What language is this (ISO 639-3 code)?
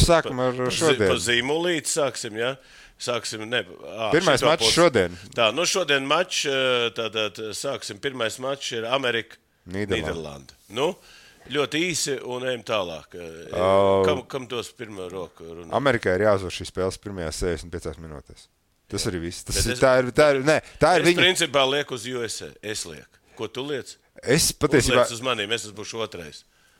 lav